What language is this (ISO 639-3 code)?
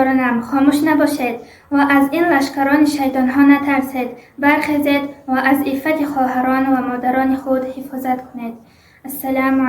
tgk